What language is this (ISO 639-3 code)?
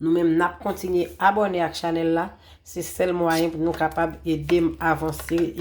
hat